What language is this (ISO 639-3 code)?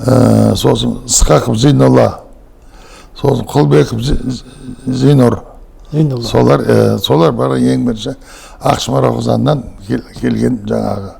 kaz